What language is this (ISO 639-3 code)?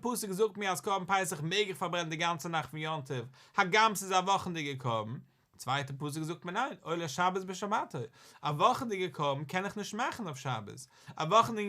yid